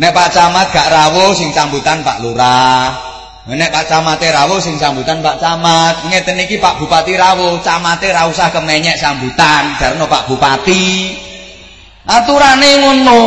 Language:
Javanese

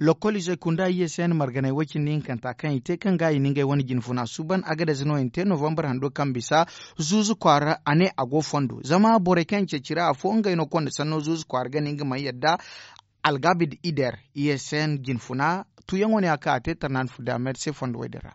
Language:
Zarma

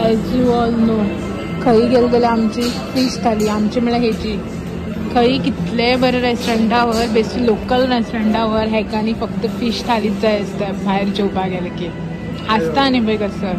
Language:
Konkani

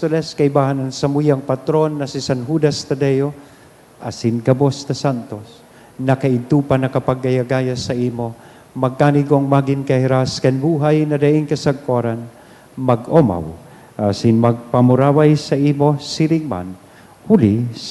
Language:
Bikol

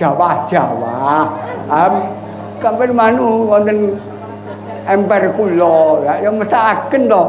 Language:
Javanese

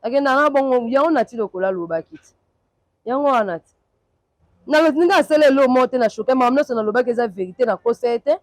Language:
Lingala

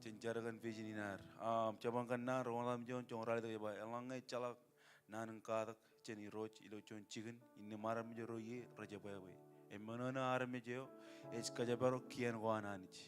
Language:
Marshallese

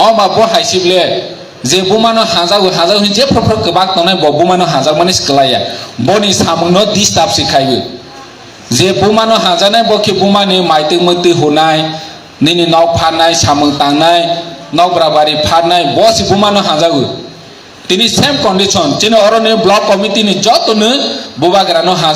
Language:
Kok Borok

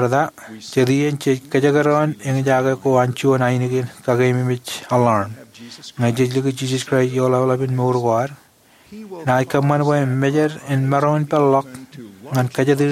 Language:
Marshallese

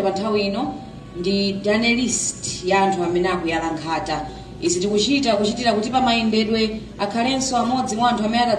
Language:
Nyanja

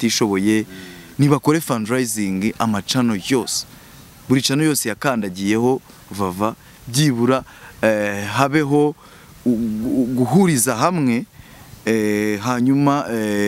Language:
Kinyarwanda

